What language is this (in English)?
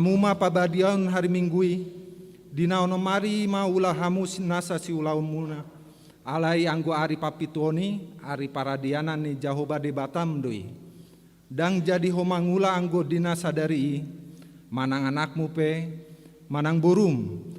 Batak Toba